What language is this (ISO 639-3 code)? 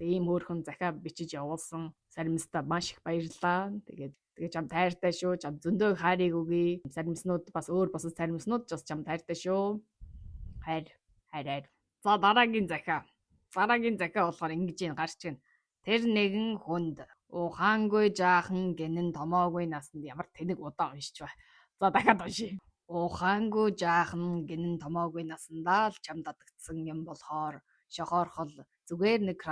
mon